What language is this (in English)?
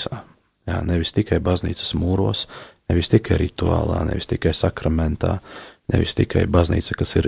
Latvian